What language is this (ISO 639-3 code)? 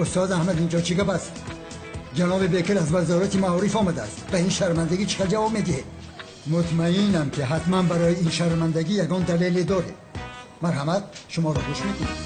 tgk